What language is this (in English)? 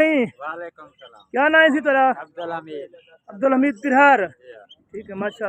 Saraiki